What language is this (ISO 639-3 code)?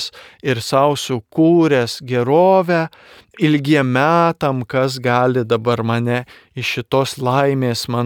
lit